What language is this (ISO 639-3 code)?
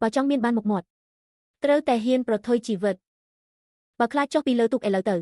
khm